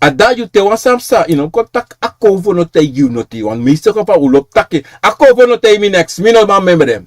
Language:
Sranan Tongo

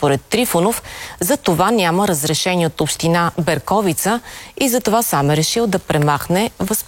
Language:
Bulgarian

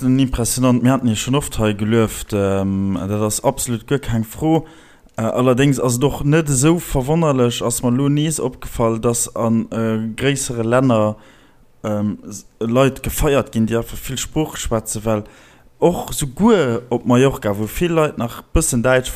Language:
Luxembourgish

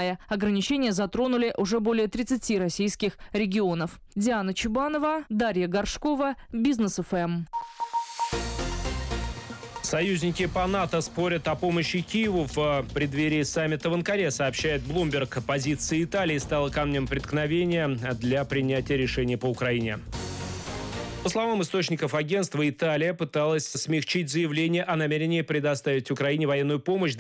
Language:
Russian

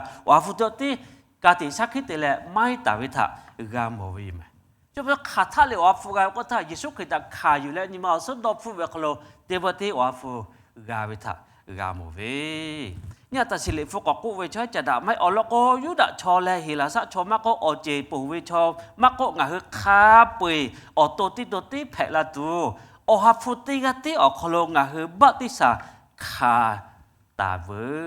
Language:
Lahu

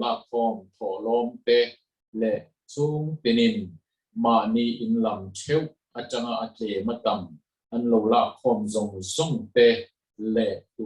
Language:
Mizo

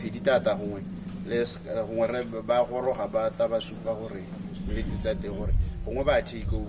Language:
Tswana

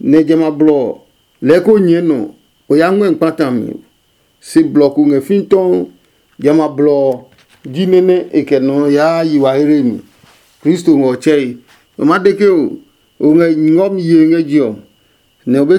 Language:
Adangme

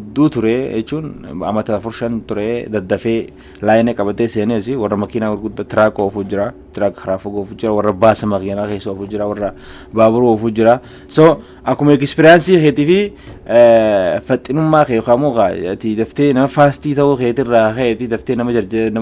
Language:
Oromo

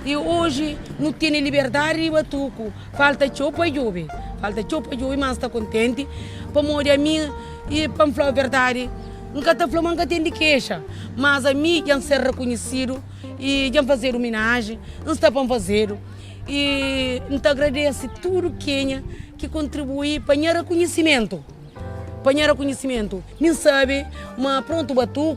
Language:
Kabuverdianu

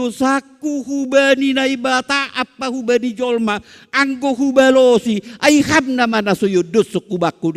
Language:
Batak Simalungun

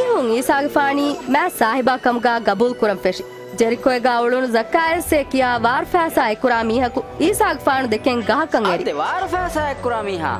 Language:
Divehi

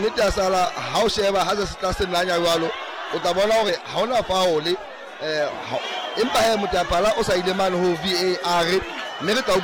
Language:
Southern Sotho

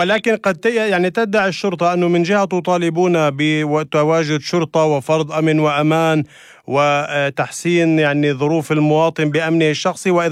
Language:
North Levantine Arabic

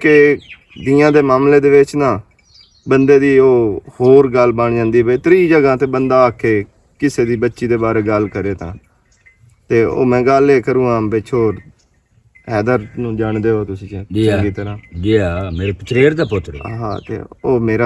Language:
Western Panjabi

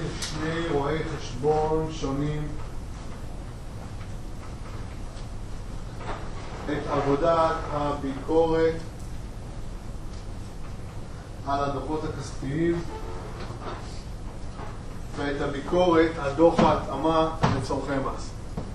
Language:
Hebrew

